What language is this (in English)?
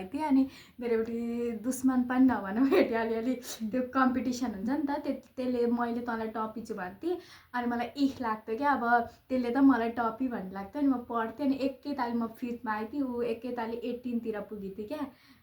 Nepali